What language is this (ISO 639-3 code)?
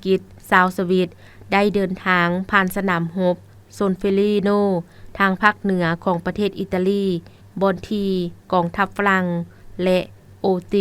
lao